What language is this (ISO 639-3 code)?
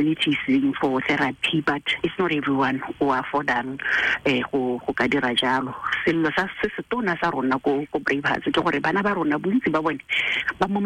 tsn